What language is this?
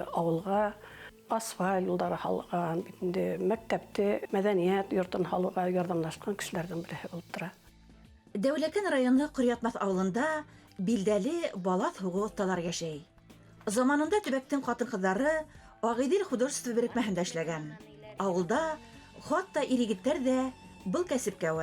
Bashkir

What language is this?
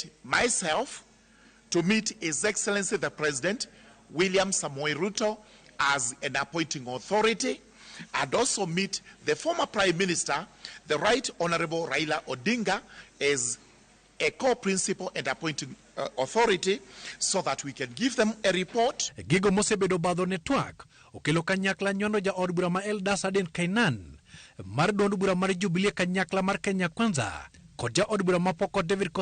Luo (Kenya and Tanzania)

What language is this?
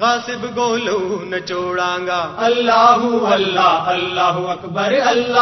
Gujari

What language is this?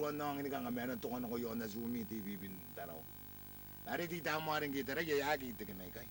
Gilbertese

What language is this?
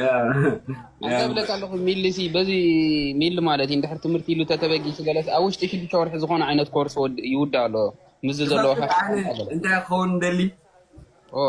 Tigrinya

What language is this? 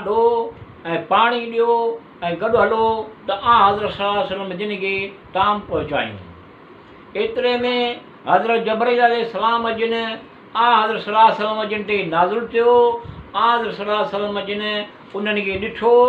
Sindhi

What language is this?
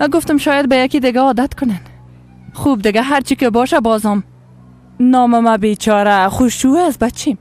Persian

